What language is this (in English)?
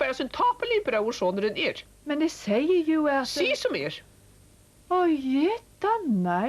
Faroese